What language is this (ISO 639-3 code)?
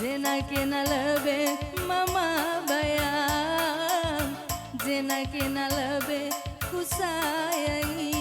btx